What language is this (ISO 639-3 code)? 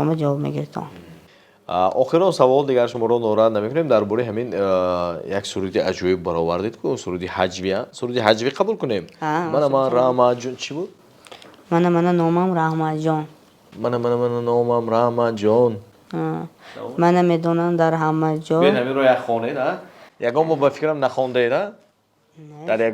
tgk